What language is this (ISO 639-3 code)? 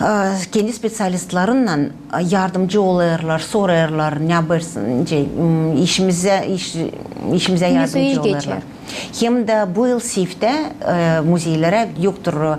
gag